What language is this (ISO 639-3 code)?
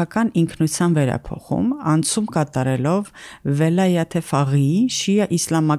hye